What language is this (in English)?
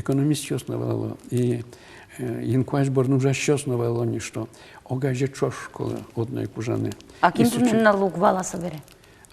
Udmurt